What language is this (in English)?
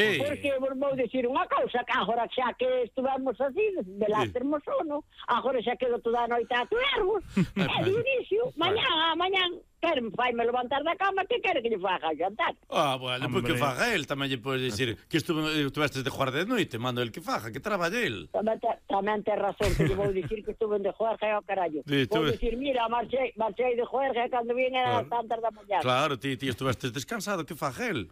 Galician